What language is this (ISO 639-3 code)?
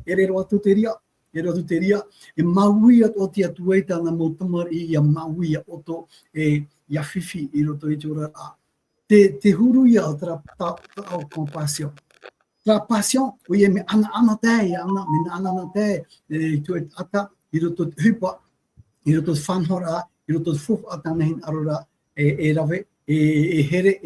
tah